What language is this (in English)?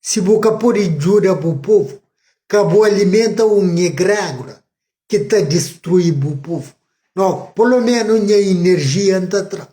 Kabuverdianu